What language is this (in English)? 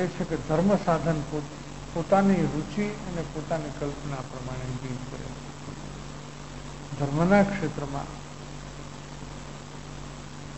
Gujarati